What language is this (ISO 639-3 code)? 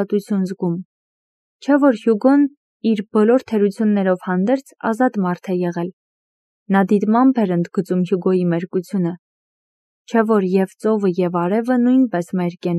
hye